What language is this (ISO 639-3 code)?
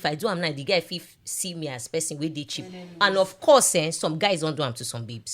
pcm